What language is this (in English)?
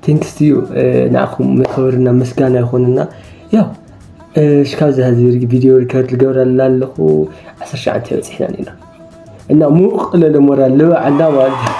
Tigrinya